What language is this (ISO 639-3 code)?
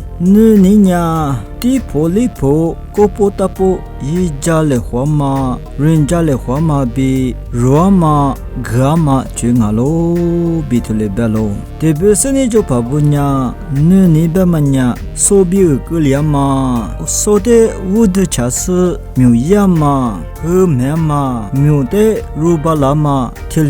lis